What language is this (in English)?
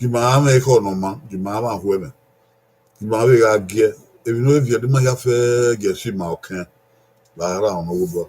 Bini